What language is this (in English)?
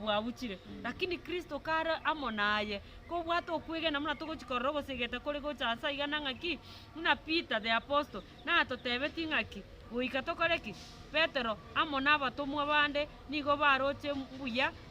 Gusii